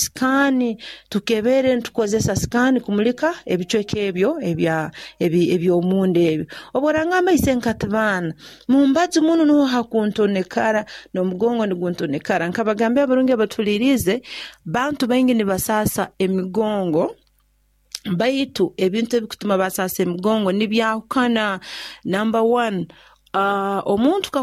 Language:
Nyoro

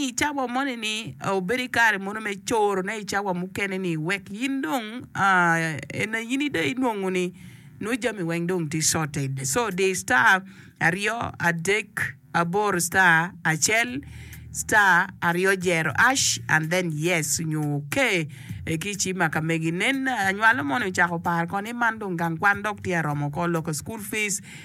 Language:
Acoli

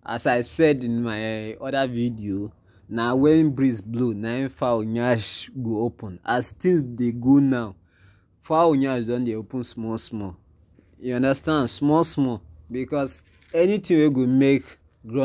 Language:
Nigerian Pidgin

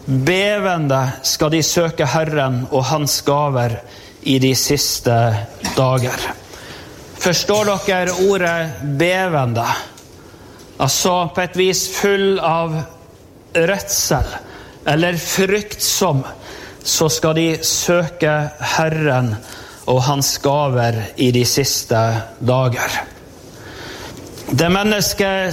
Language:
Norwegian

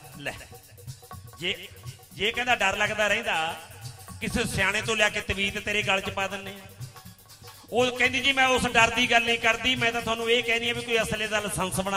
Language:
Punjabi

